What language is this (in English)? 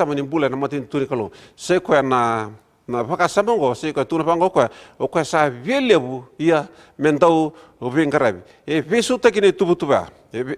Fijian